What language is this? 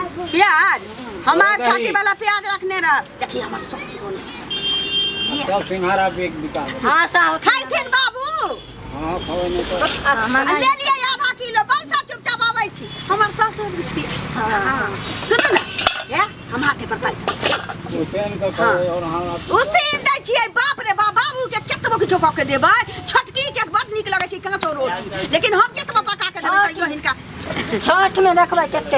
Maithili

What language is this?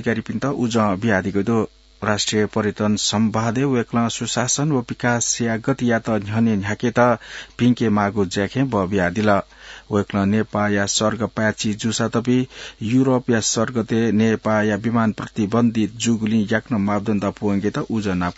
Newari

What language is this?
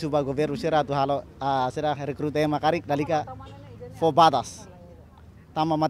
Tetum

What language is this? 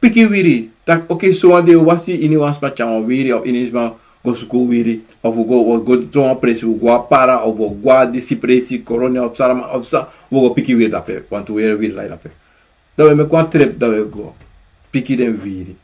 Sranan Tongo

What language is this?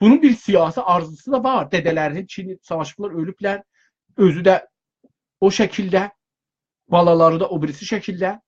South Azerbaijani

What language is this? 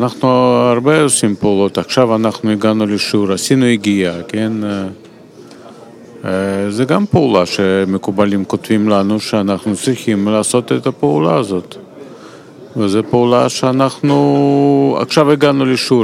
Hebrew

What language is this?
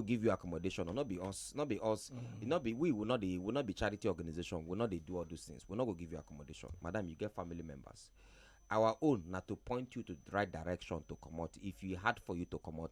Nigerian Pidgin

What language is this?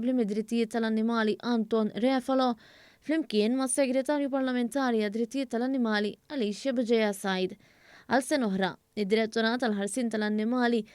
Maltese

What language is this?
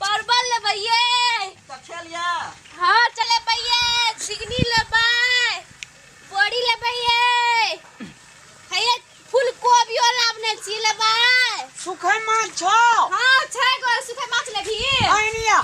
Maithili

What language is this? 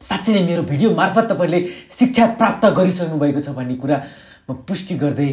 Nepali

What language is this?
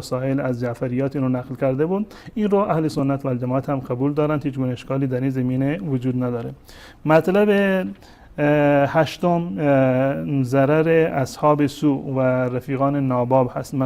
Persian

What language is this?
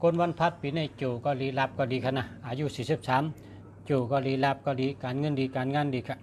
Shan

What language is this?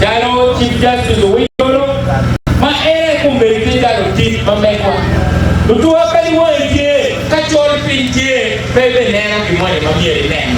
Acoli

